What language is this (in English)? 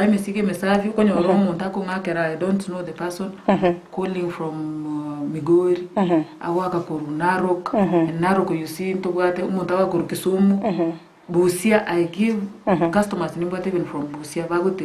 Gusii